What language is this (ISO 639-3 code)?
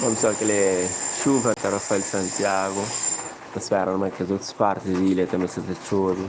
kea